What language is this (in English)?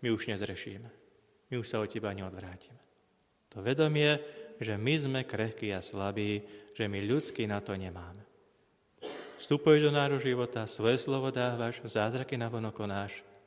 Slovak